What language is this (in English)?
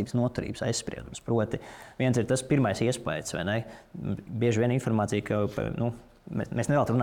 Latvian